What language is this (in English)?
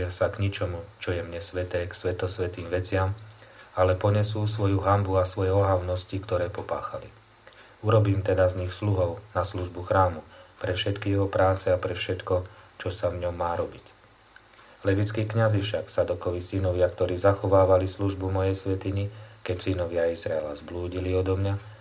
Slovak